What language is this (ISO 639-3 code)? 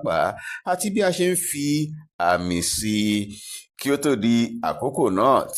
yor